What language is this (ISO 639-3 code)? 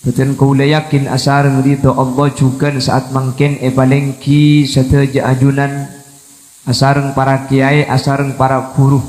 mad